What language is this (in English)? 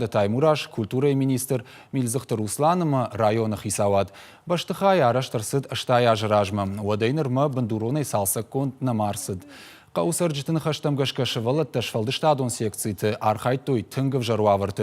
Ossetic